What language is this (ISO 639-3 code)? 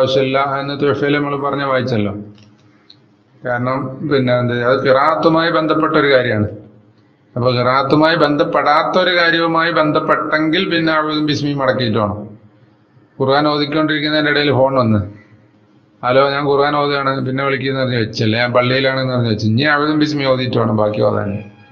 mal